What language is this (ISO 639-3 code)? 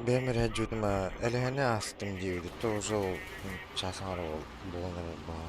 sah